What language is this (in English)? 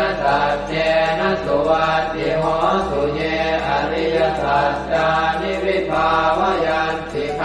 Pali